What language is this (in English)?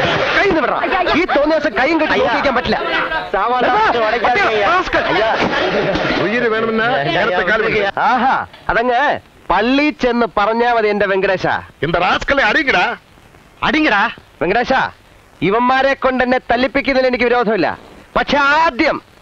Malayalam